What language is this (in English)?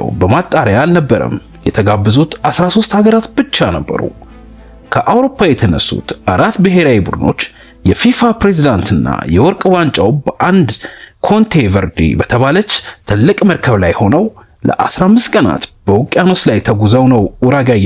Amharic